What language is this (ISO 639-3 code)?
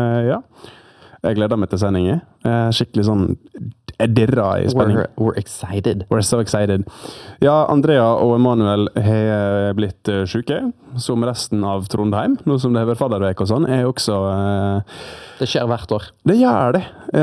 nor